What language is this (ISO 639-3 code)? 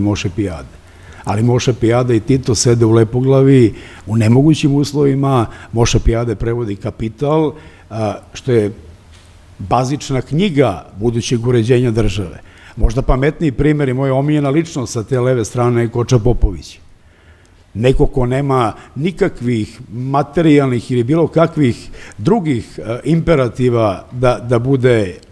srp